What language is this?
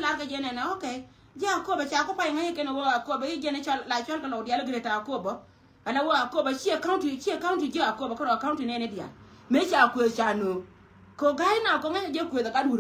Nuer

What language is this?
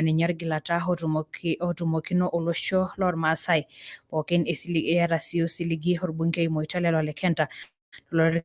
Masai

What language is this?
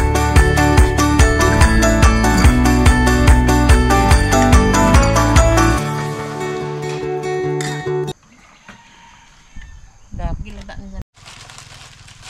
Malay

